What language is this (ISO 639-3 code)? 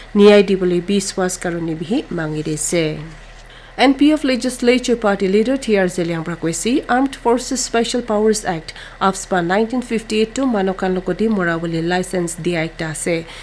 nag